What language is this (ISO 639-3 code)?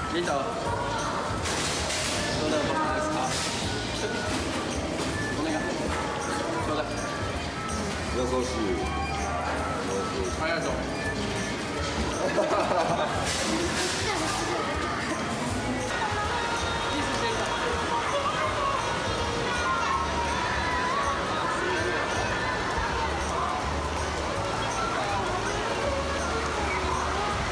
jpn